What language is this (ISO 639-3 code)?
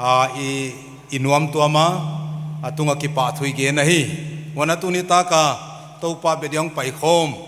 pck